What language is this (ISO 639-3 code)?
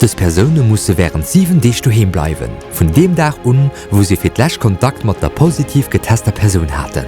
ltz